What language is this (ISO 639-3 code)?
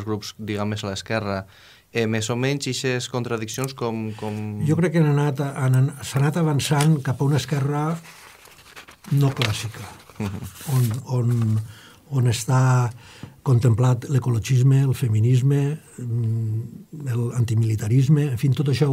cat